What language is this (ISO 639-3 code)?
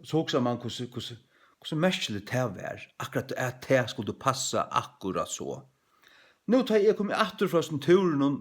fao